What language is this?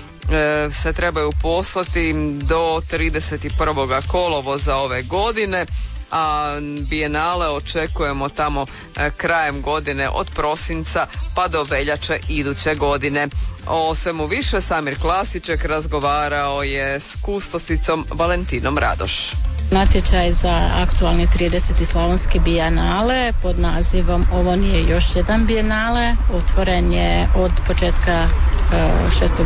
Croatian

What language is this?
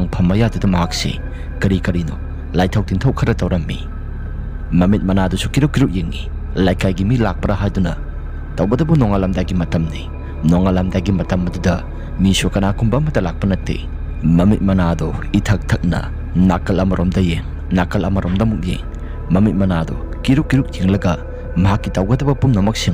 Manipuri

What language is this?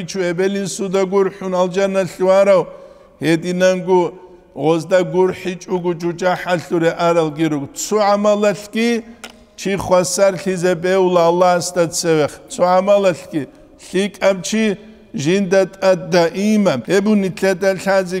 Avaric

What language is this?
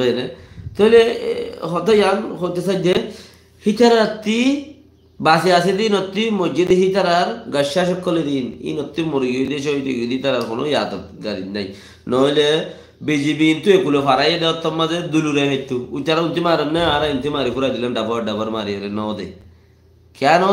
Rohingya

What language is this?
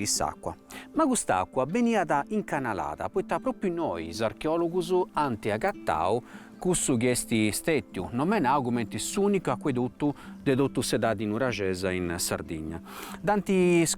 Sardinian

